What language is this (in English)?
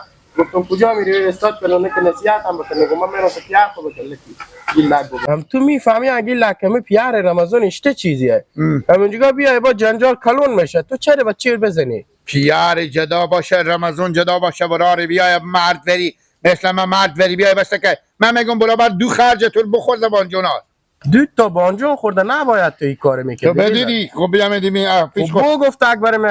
Hazaragi